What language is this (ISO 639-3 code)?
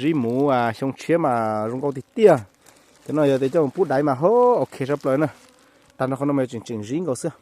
hmn